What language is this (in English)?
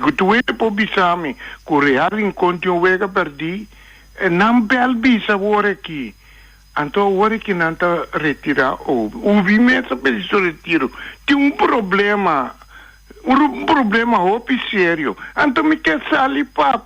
Papiamento